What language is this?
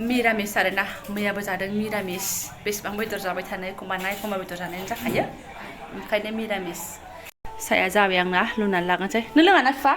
Bodo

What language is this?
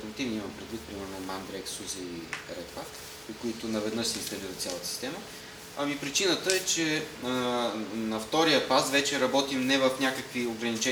Bulgarian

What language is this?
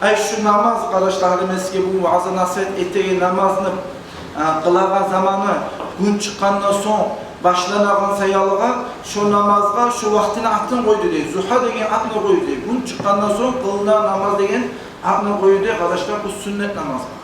Kumyk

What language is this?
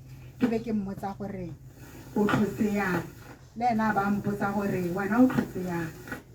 Tswana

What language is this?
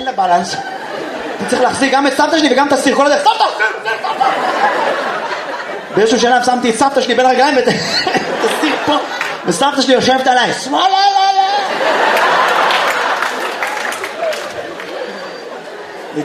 Hebrew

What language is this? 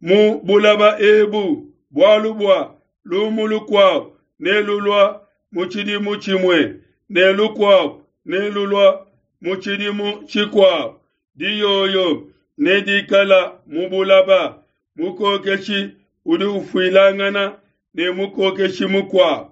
Luba-Lulua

